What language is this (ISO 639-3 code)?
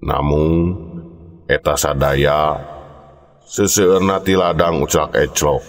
sun